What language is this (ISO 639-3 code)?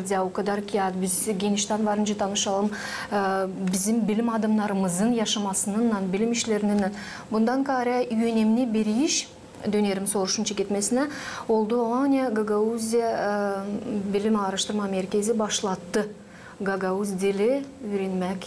gag